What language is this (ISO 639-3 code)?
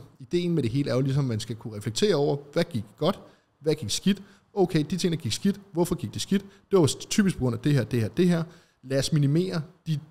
dan